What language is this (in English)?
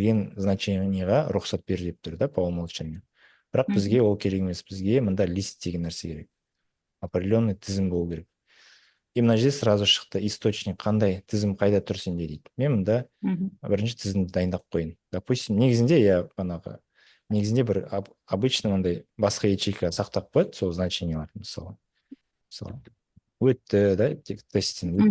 Kazakh